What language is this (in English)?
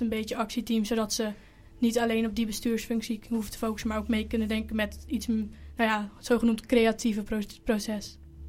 Dutch